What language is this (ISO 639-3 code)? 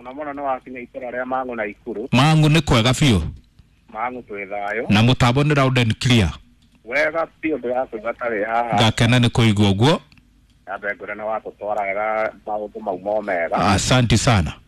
kik